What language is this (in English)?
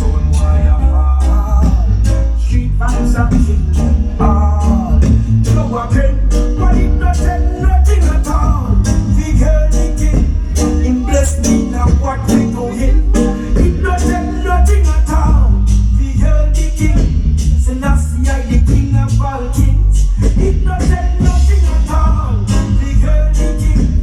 Jamaican Creole English